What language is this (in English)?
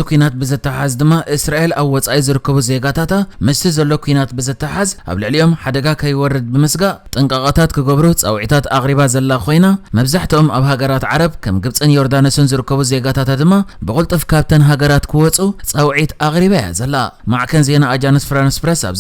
Tigrinya